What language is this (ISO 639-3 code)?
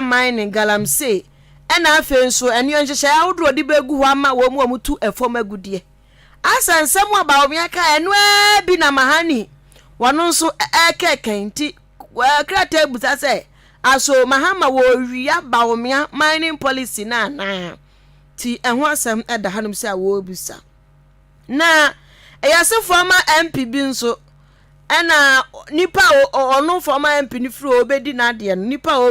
aka